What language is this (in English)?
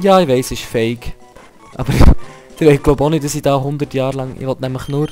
Swiss German